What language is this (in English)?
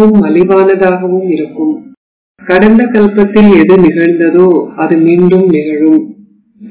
Tamil